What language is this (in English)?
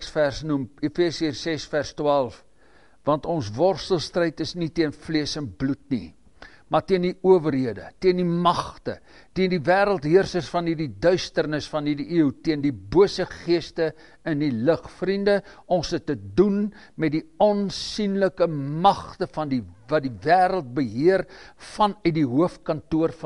Afrikaans